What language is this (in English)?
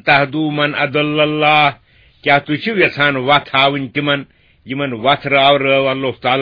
Kashmiri